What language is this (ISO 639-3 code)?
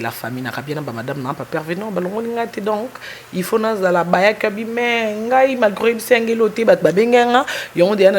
lin